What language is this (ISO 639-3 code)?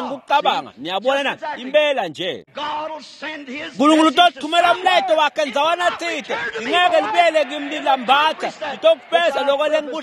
ssw